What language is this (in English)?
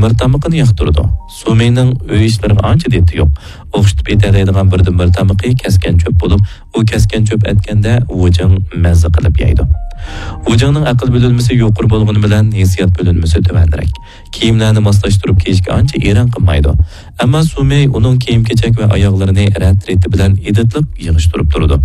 Uyghur